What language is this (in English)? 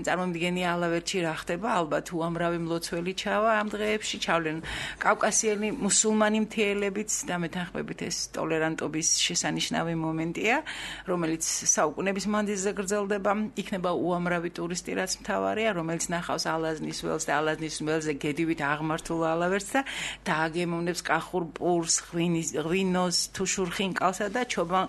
Georgian